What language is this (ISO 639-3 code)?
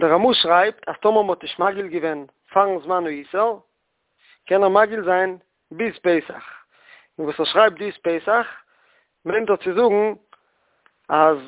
yid